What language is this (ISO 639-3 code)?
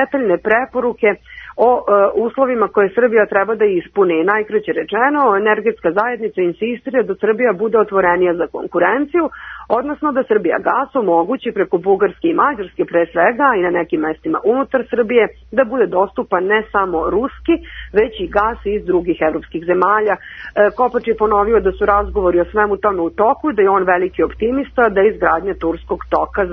srp